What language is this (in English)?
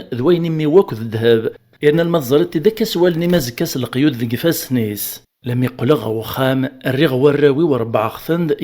Kabyle